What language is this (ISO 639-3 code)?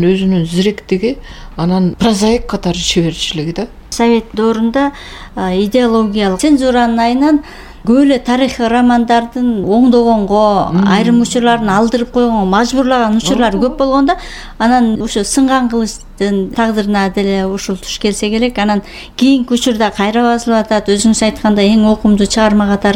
kir